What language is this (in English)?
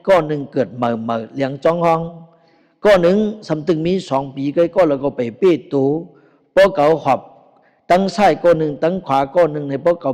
Shan